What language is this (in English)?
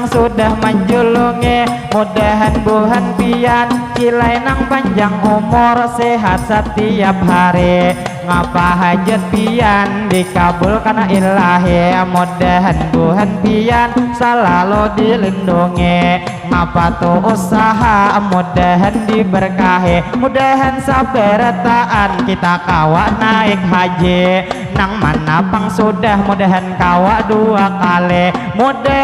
Banjar